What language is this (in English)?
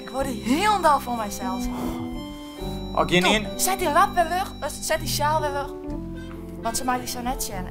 Western Frisian